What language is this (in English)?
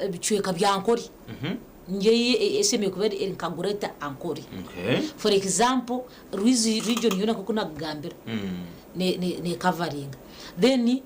Nyankole